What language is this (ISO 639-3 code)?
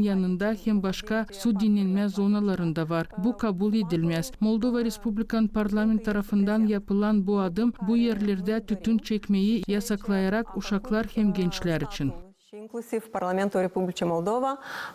gag